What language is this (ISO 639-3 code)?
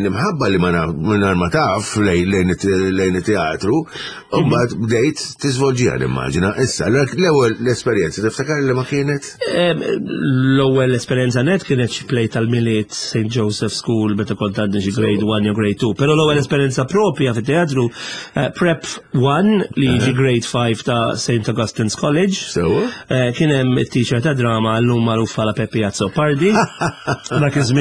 mlt